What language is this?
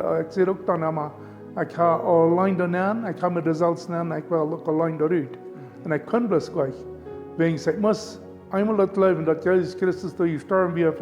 Plautdietsch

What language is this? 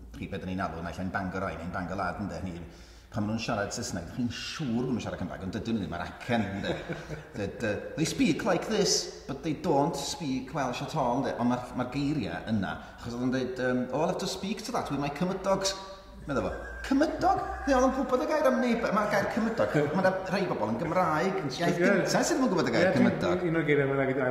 Welsh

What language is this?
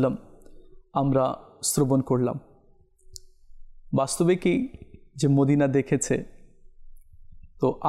Bangla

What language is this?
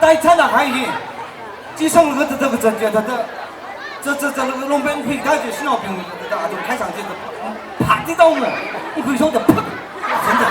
Tangkhul Naga (India)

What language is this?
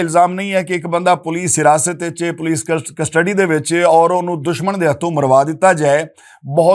Western Panjabi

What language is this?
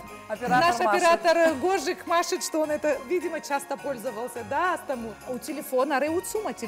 Abkhazian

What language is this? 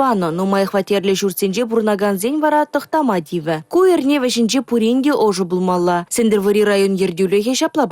Chuvash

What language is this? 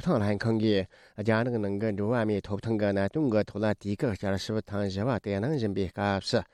Tibetan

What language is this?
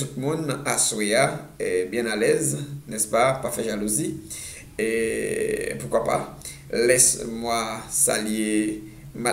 Haitian Creole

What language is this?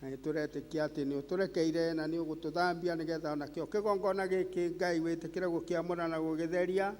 Kikuyu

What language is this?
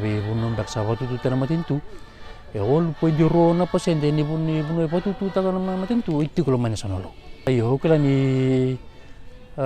Fijian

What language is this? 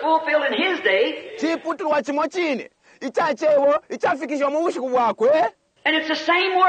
Bemba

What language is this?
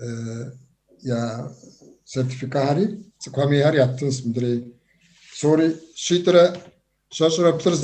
Kabardian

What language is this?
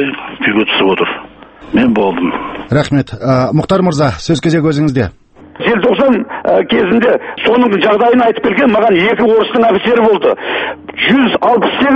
Kazakh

